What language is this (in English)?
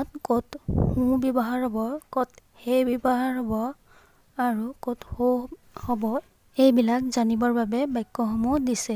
Assamese